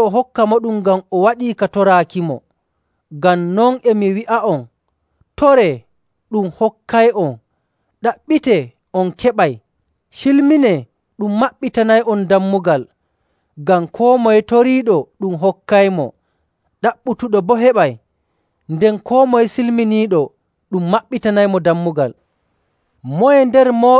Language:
Nigerian Fulfulde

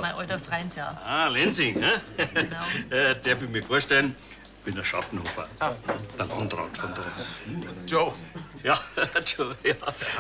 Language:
Bavarian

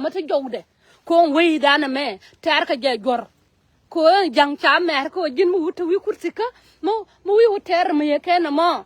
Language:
Nuer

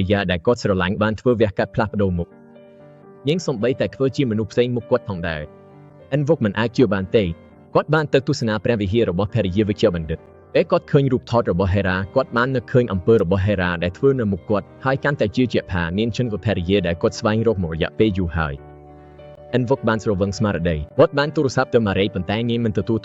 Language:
Khmer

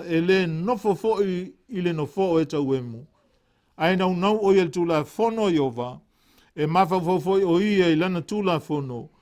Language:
Samoan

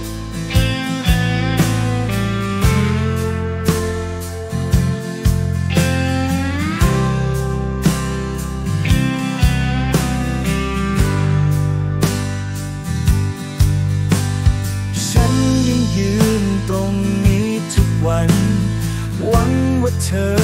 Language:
Thai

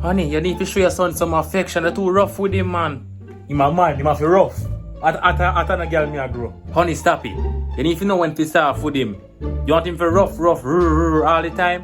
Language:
Jamaican Creole English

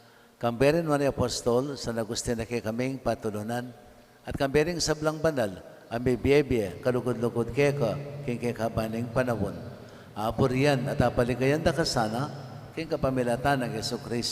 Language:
Pampanga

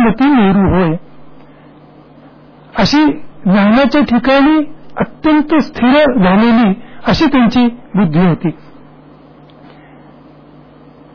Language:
Marathi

